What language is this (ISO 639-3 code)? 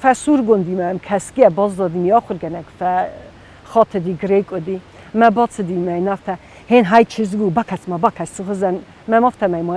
oss